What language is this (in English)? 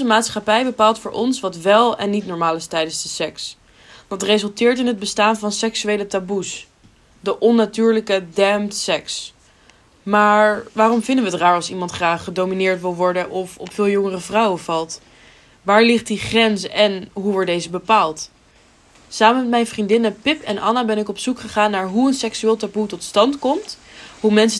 Dutch